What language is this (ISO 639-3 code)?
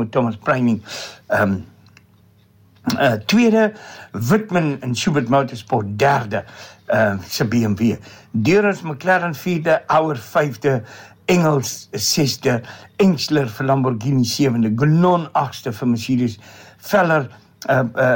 afr